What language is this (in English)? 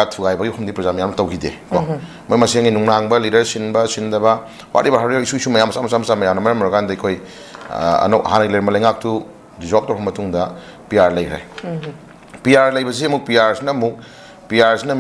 Manipuri